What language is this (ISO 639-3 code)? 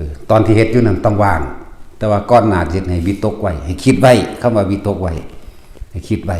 tts